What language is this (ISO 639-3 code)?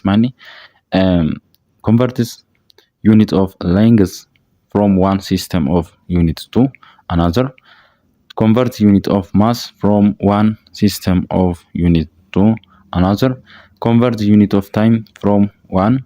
orm